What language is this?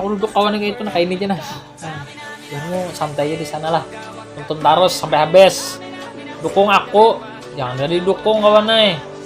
Banjar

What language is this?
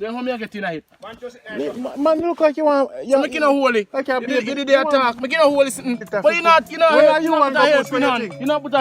Jamaican Creole English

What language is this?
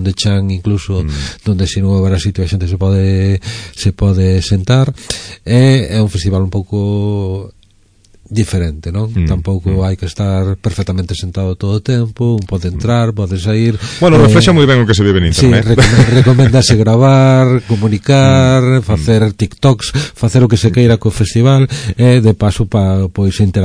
Galician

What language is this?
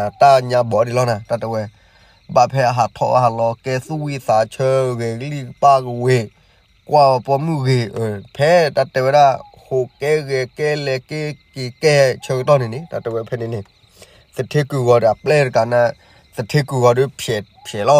S'gaw Karen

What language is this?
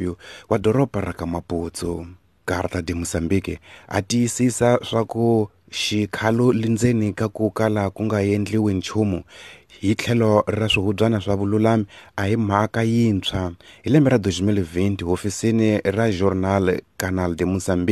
Tsonga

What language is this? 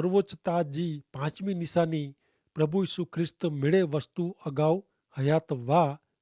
Kachhi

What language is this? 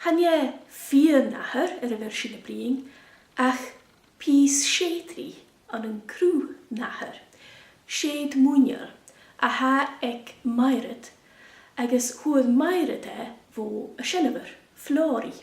Scottish Gaelic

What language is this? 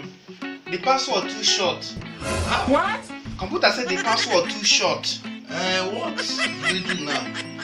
Nigerian Pidgin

